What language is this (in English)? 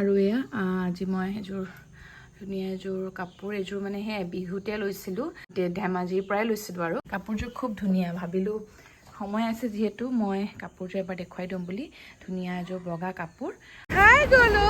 Assamese